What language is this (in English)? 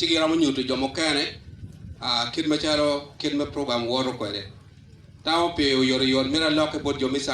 Acoli